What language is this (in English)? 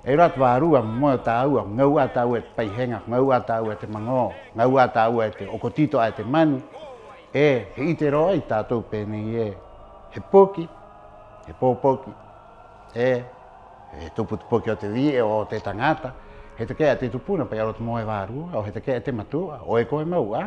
Rapanui